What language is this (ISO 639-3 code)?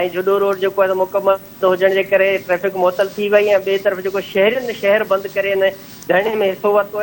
snd